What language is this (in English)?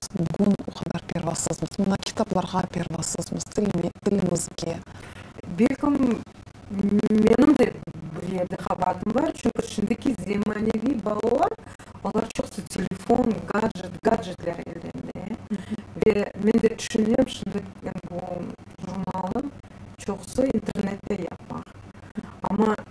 Crimean Tatar